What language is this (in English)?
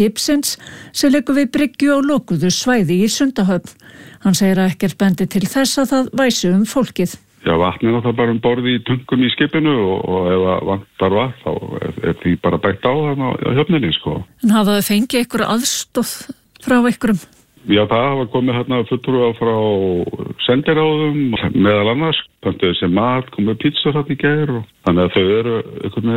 Icelandic